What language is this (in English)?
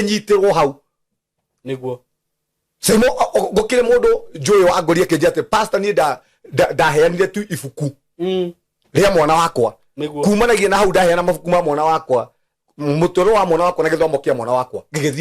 Kikuyu